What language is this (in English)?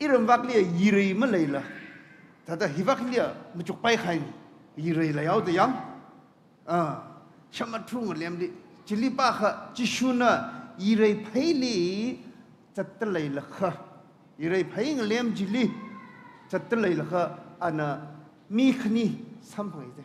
Tangkhul Naga (India)